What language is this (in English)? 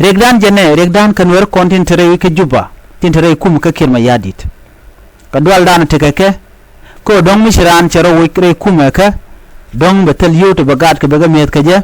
Nuer